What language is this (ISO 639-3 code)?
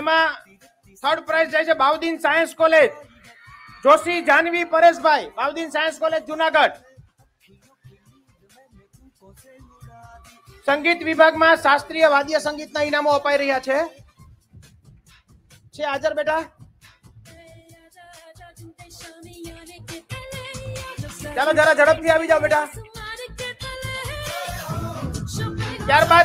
guj